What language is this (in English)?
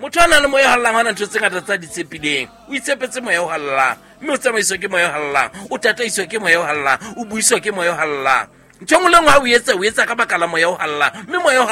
Southern Sotho